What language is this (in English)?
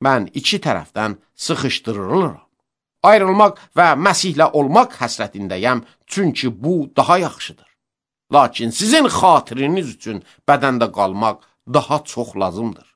Azerbaijani